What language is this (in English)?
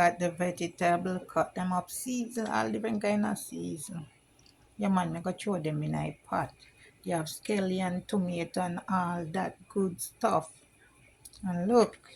Jamaican Creole English